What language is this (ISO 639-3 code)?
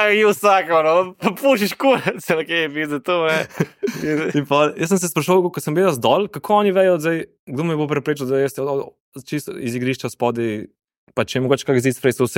slv